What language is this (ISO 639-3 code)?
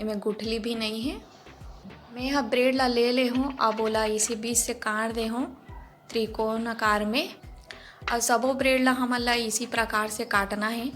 hne